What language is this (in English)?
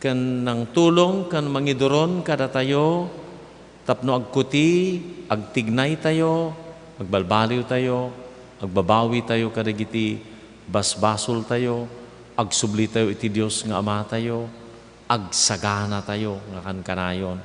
Iloko